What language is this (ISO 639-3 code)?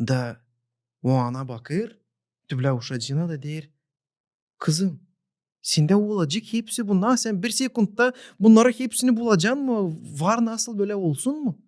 gag